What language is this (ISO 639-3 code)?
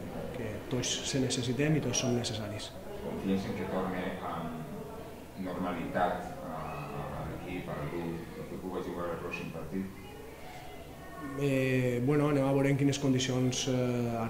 cat